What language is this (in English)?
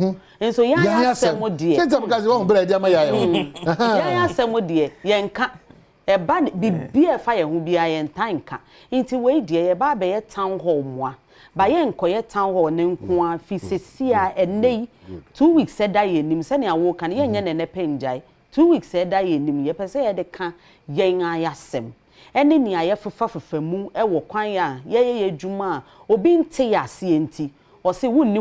Akan